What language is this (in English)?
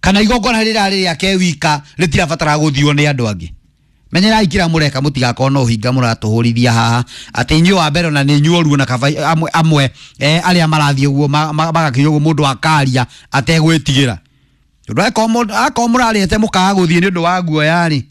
Kikuyu